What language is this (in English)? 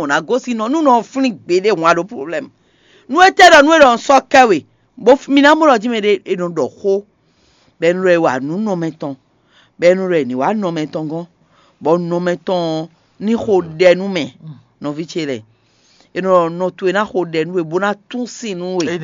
Fon